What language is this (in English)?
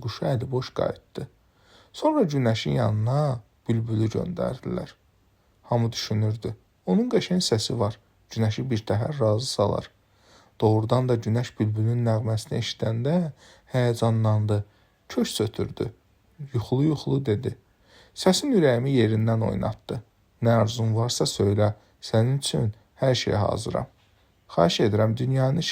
Azerbaijani